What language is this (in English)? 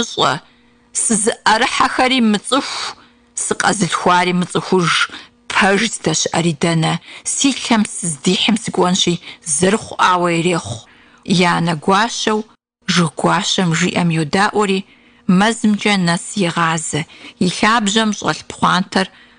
Kabardian